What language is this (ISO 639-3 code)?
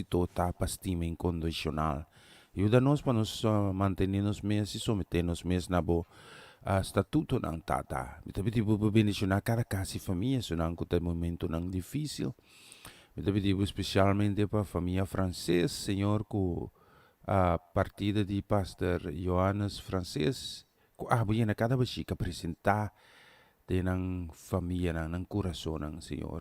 pap